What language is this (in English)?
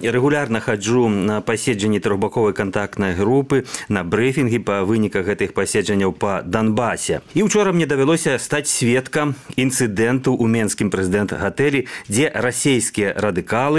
Belarusian